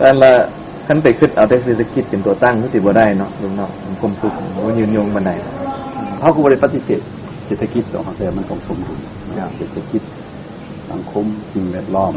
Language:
Lao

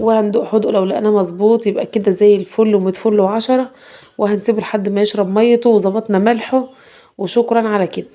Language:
Egyptian Arabic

